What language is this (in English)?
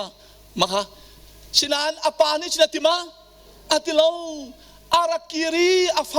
Hakha Chin